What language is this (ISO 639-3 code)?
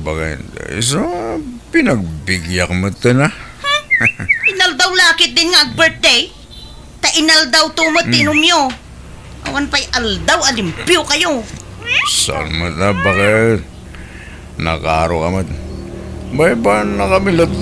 ilo